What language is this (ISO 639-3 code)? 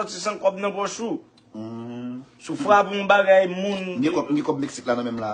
hat